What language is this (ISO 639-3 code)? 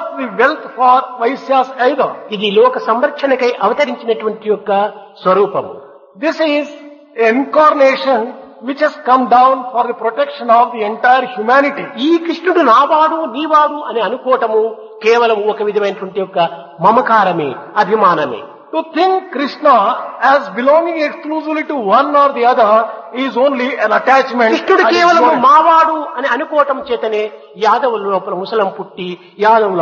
tel